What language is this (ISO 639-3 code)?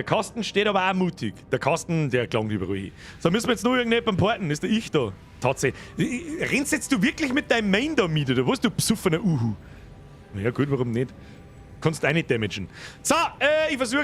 bar